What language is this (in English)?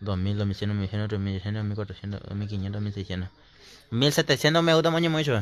Guarani